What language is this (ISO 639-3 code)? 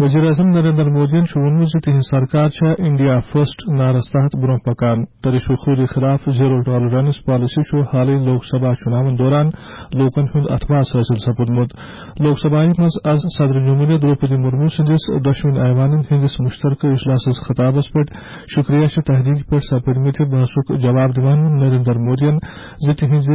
kas